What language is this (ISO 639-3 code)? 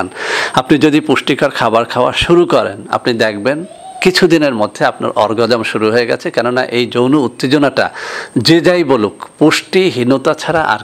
ben